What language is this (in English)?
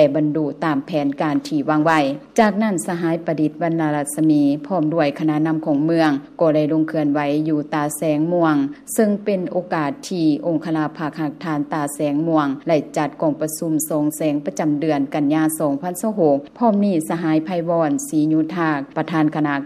Lao